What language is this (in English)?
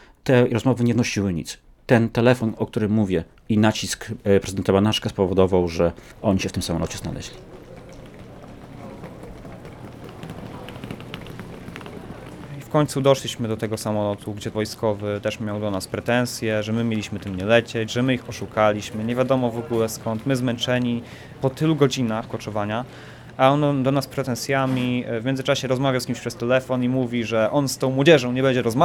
Polish